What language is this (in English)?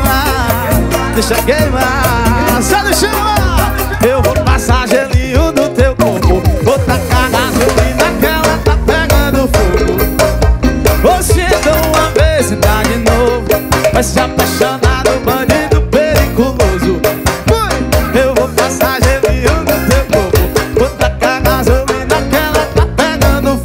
Portuguese